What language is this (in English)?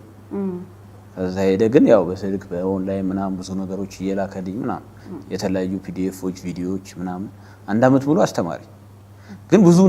Amharic